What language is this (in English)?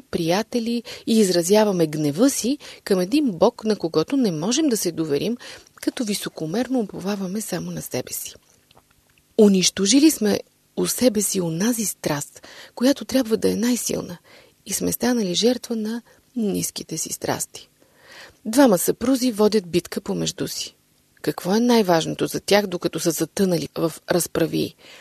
Bulgarian